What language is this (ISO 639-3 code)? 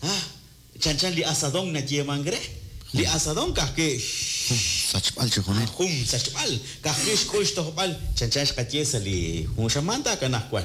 kek